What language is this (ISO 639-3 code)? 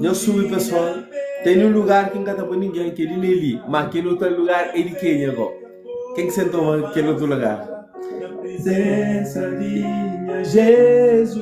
kea